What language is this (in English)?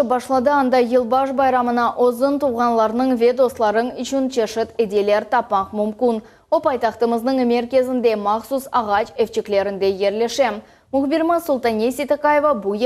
Crimean Tatar